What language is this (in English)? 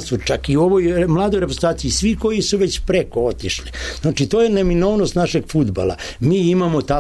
Serbian